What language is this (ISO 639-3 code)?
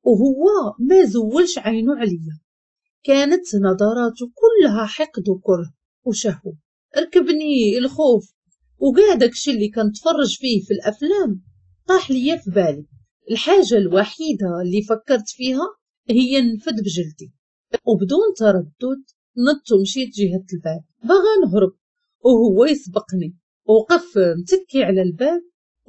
ary